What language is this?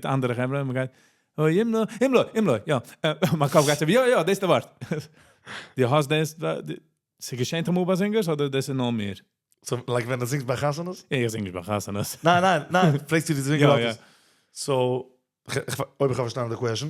Yiddish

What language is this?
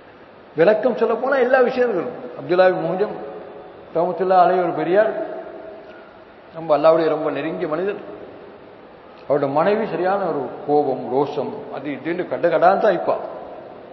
Tamil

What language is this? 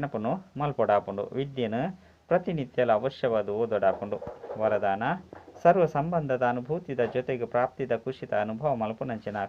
Tulu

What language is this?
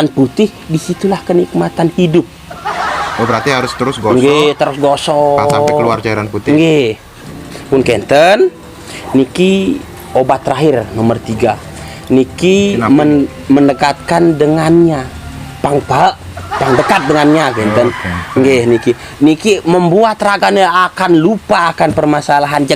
Balinese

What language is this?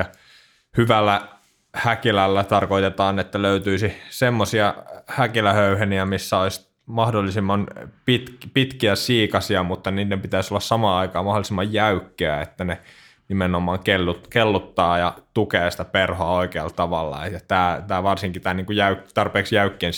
Finnish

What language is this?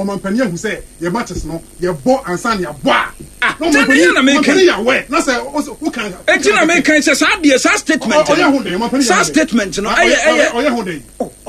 Akan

